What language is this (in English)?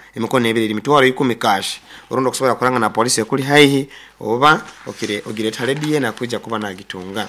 Nyoro